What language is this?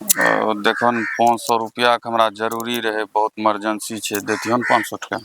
Angika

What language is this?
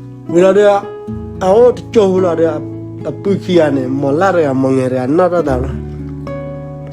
S'gaw Karen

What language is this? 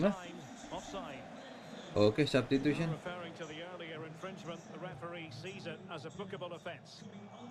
Indonesian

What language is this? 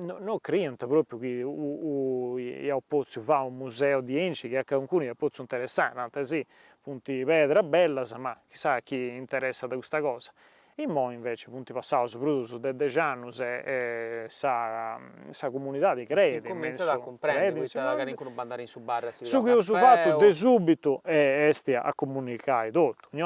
Sardinian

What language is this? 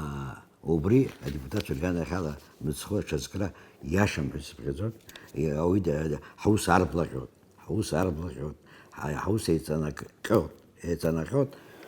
Abkhazian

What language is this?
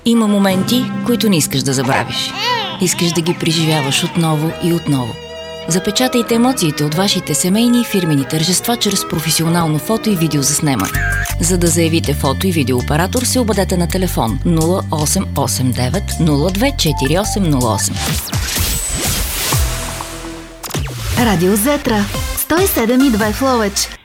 Bulgarian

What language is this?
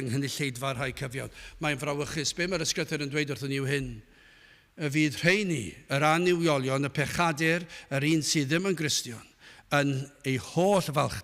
Welsh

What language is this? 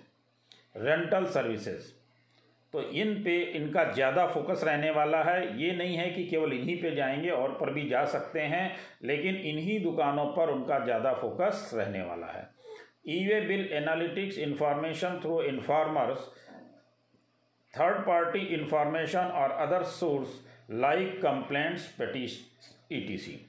Hindi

